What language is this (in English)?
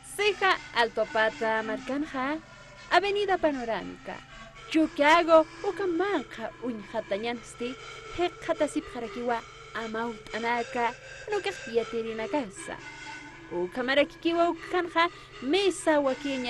Aymara